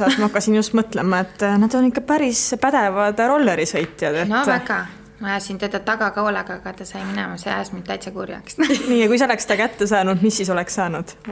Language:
Estonian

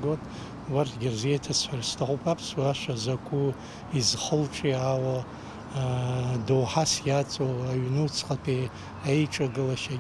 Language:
Abkhazian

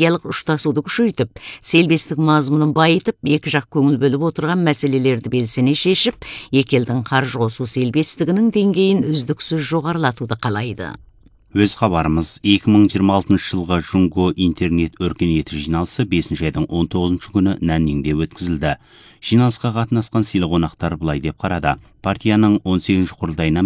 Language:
Kazakh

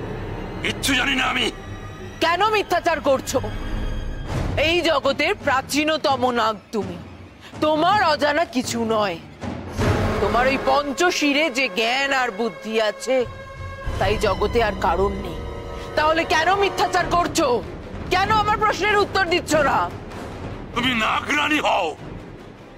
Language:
Bangla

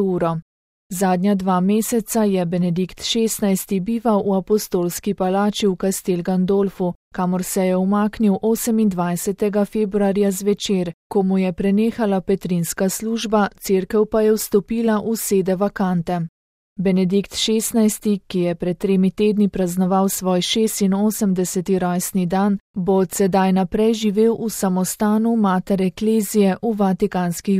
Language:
Slovenian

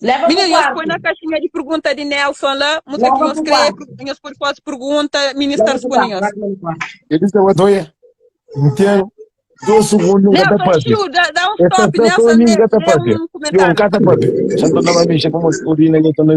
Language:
Kabuverdianu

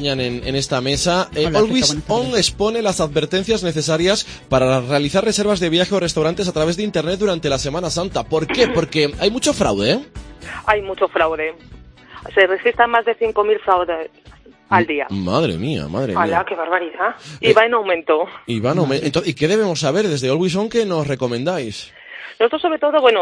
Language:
Spanish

